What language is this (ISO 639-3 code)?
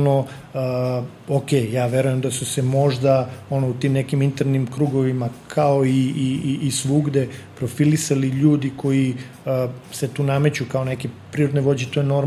srp